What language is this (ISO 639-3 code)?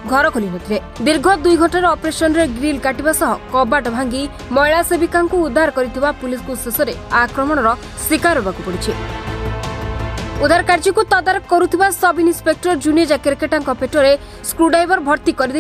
ori